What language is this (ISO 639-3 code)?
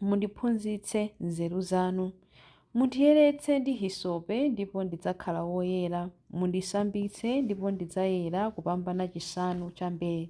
nya